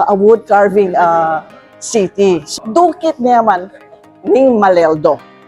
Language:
Pampanga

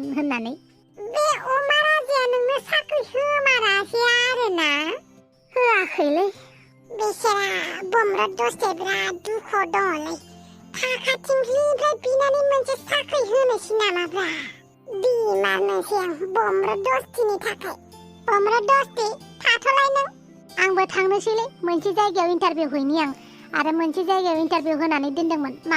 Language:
Bodo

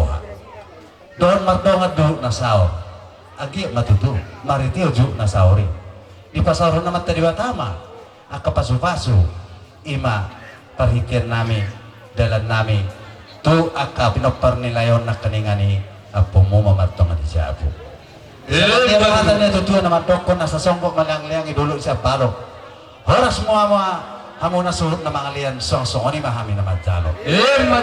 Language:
Batak Toba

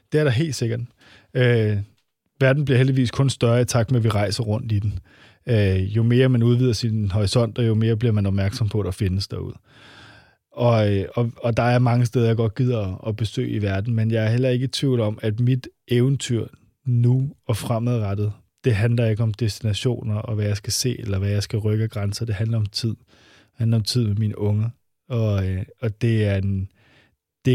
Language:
Danish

